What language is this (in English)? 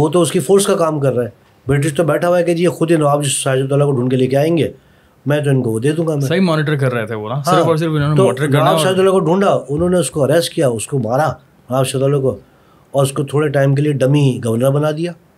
Urdu